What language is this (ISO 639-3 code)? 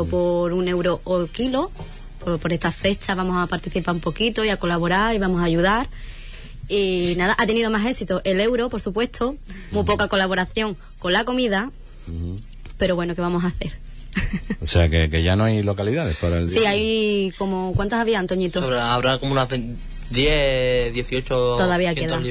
spa